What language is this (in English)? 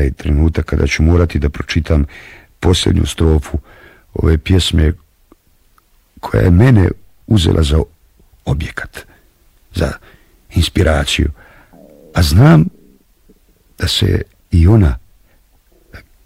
Bosnian